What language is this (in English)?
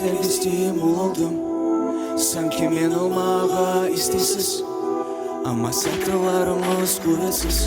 Crimean Tatar